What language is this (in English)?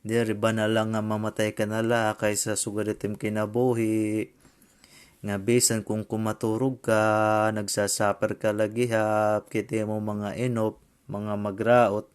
Waray